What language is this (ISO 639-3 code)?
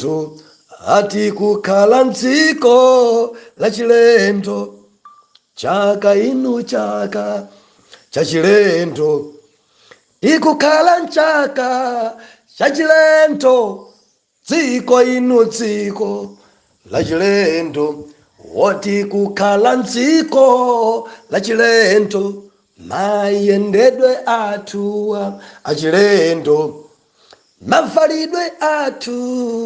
nya